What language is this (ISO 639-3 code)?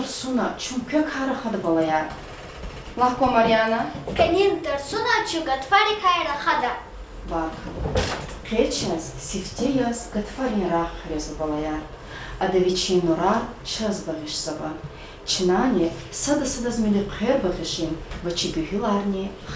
lez